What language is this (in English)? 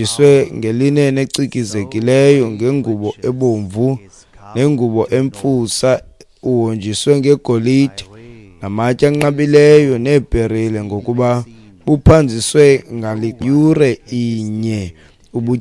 Xhosa